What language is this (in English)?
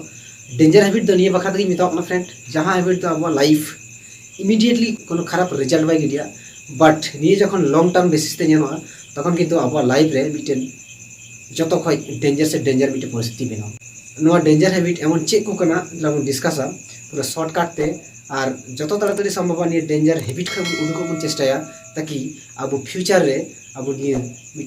Santali